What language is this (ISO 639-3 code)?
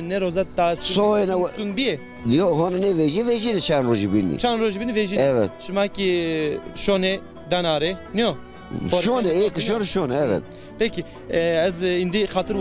zza